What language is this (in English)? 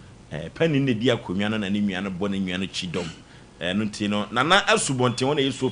Akan